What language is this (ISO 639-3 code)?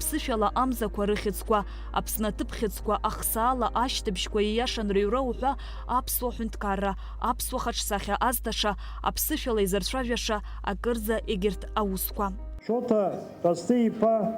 abk